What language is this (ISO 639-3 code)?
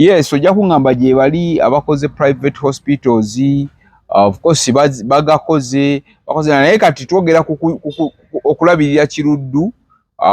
lug